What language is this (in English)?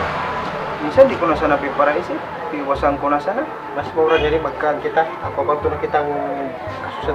Bikol